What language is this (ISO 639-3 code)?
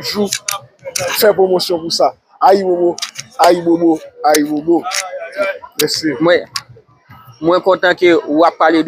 hat